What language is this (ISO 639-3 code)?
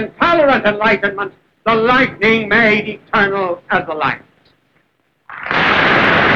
eng